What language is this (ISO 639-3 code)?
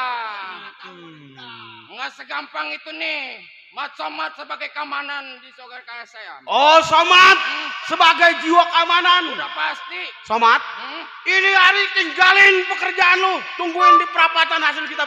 bew